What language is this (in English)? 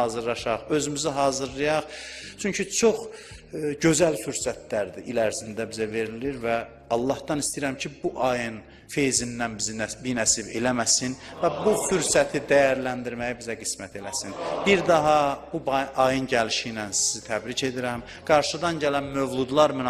Azerbaijani